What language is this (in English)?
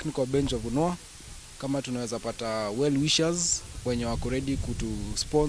Kamba